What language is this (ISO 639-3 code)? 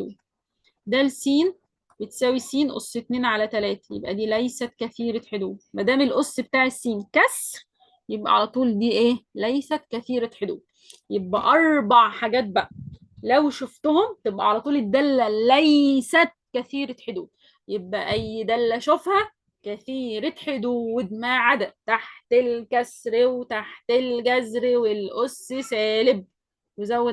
arz